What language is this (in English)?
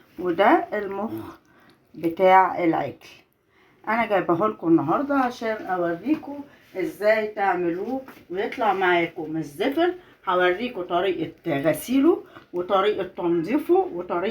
Egyptian Arabic